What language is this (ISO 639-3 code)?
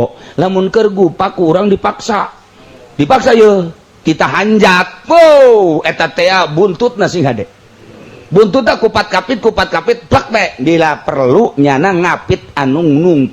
sun